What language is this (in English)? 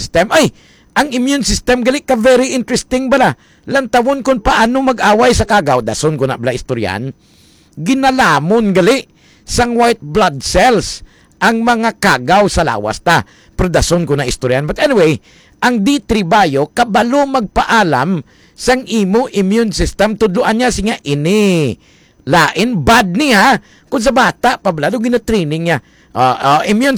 Hiligaynon